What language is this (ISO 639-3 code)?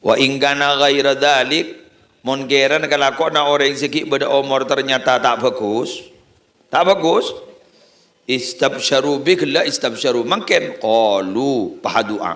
mad